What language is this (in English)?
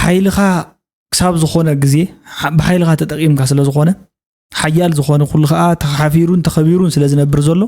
Tigrinya